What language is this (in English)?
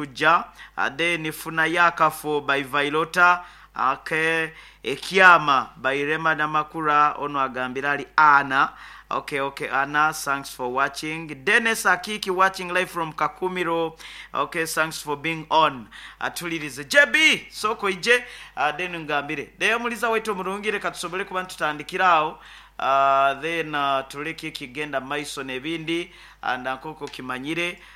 Nyoro